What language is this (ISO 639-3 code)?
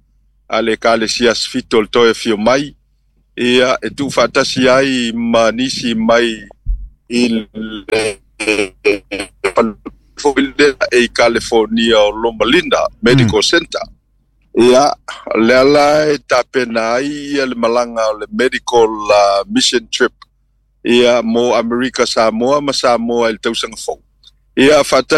smo